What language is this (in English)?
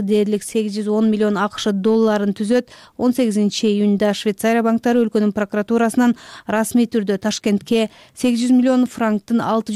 Kyrgyz